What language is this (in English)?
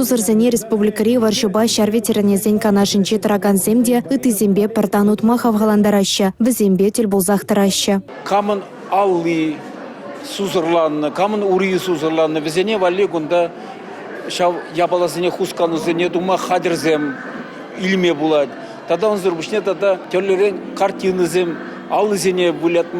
Chuvash